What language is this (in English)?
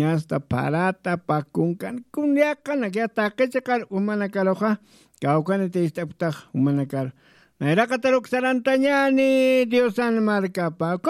Aymara